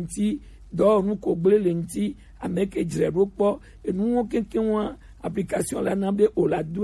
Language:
Gen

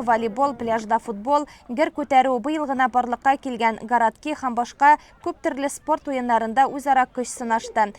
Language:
Tatar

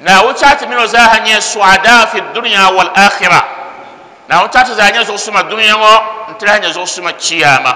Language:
Dagbani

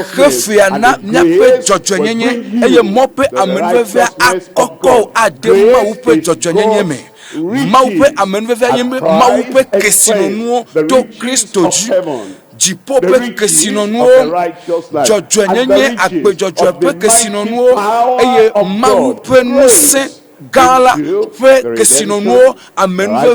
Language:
Ewe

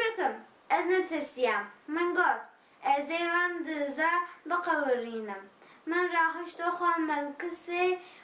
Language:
Kurdish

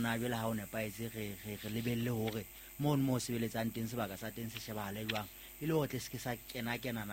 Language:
Southern Sotho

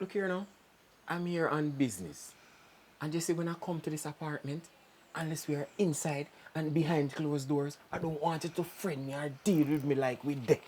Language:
Jamaican Creole English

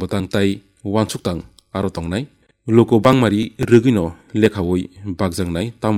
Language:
Kok Borok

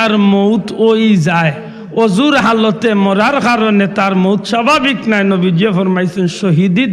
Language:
Sylheti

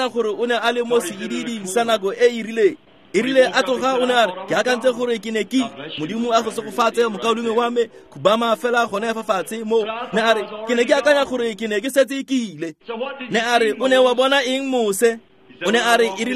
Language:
Tswana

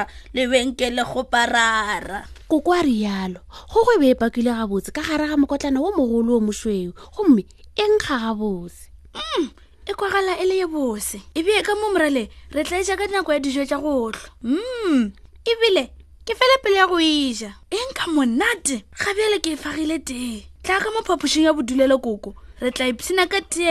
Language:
Northern Sotho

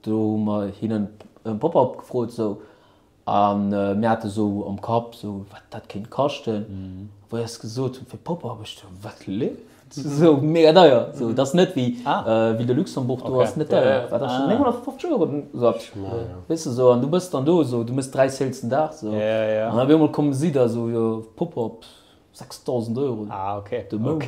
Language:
Luxembourgish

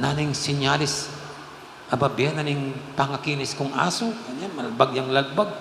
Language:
Pampanga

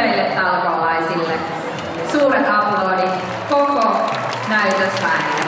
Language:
Finnish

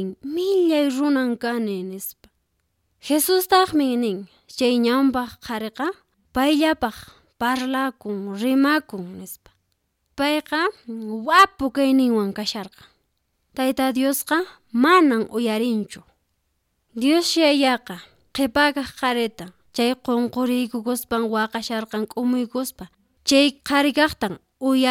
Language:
Quechua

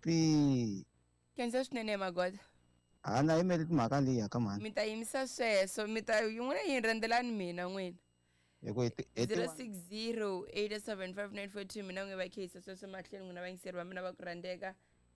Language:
Tsonga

